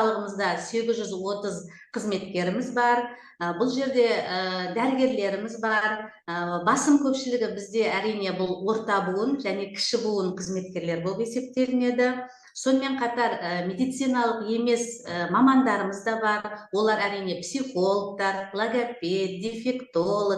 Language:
Kazakh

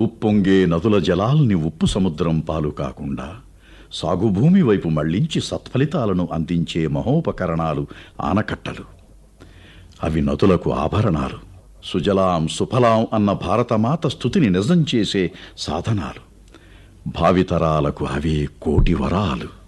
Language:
Telugu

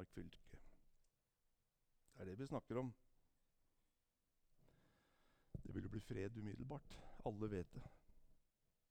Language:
Norwegian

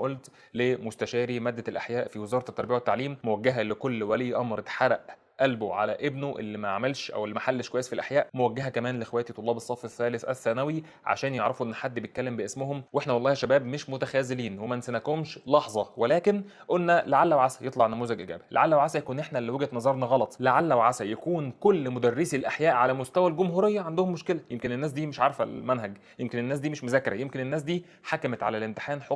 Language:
Egyptian Arabic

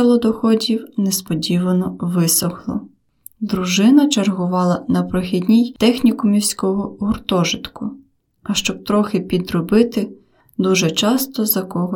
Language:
Ukrainian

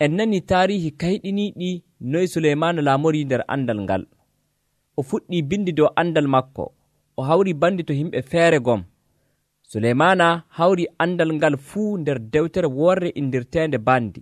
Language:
Nigerian Fulfulde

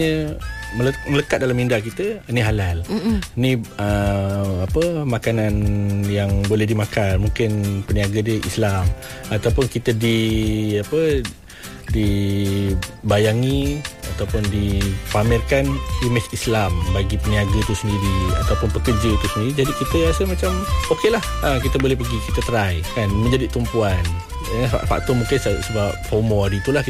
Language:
Malay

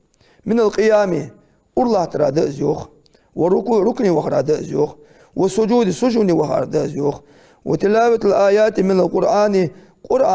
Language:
Ingush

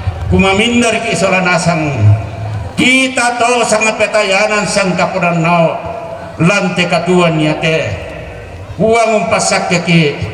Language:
Toraja-Sa'dan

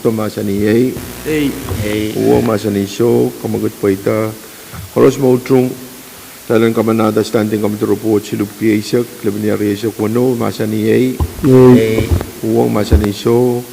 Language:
Pohnpeian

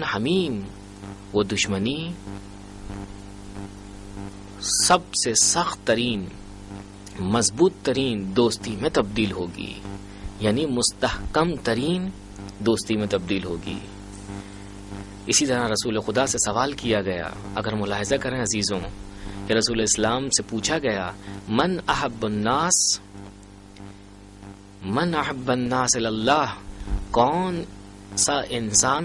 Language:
Urdu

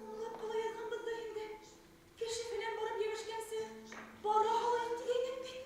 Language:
Bashkir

